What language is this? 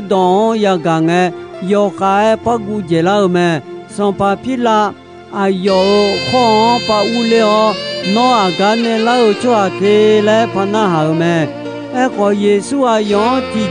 Akha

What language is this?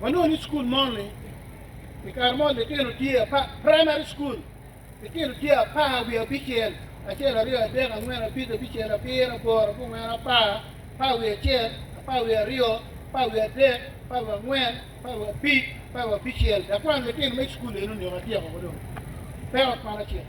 Acoli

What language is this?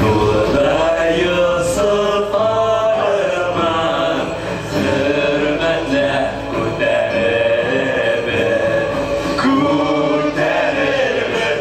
Bashkir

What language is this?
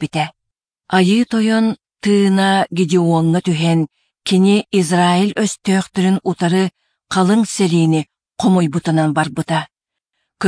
Yakut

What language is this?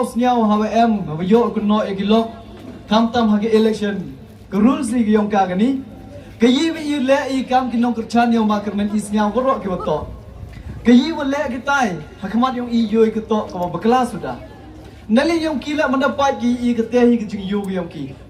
Pnar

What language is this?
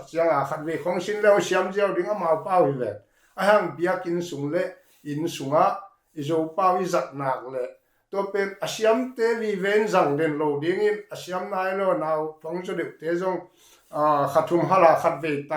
Tedim Chin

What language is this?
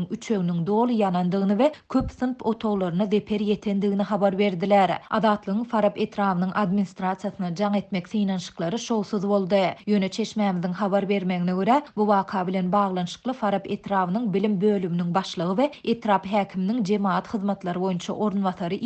Turkmen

